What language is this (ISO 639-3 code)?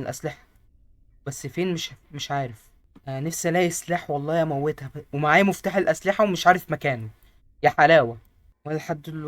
arz